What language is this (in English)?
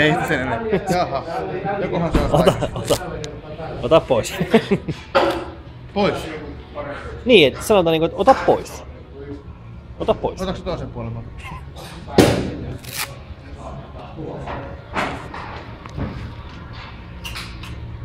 Finnish